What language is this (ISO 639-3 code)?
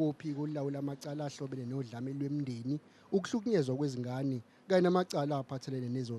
zul